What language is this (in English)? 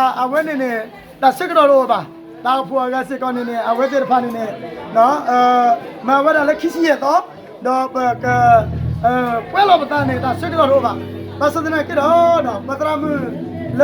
S'gaw Karen